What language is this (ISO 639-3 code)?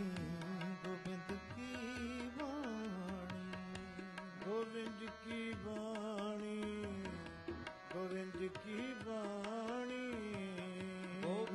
pan